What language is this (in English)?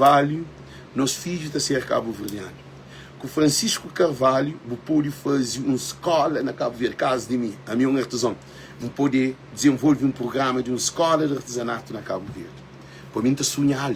Kabuverdianu